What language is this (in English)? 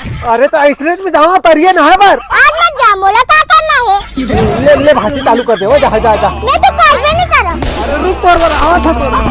Chhattisgarhi